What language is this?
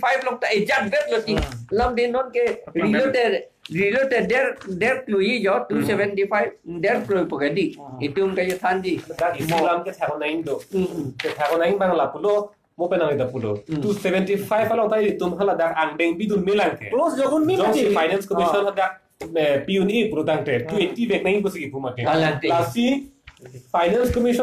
Karbi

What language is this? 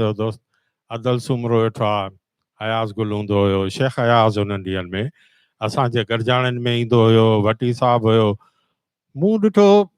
Sindhi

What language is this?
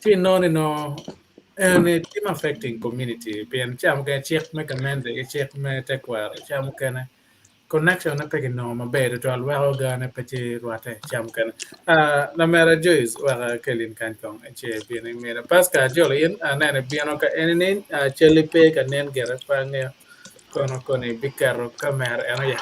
Acoli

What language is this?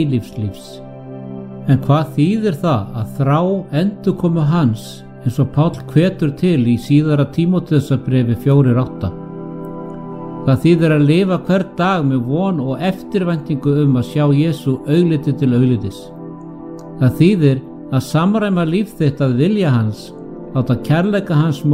Icelandic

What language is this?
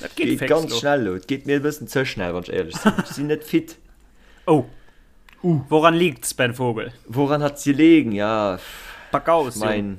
Luxembourgish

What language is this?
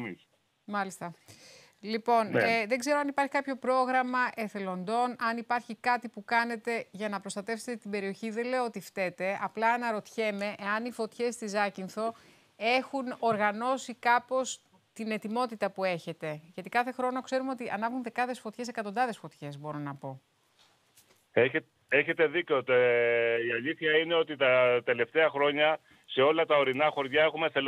Greek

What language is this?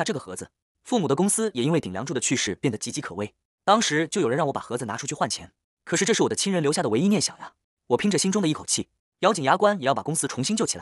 Chinese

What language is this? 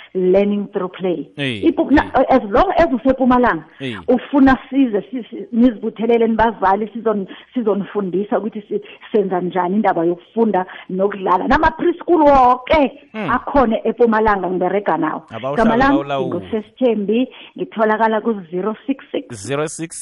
South Ndebele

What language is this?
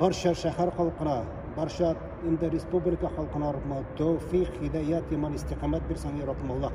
Tatar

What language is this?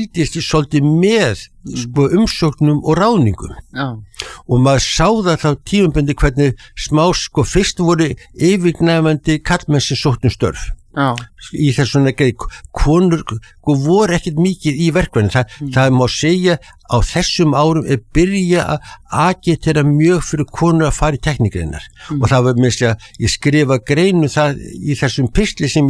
Icelandic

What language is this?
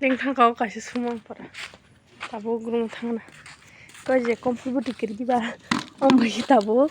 Kok Borok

